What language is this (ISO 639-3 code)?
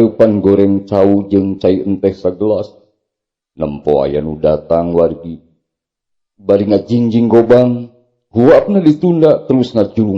sun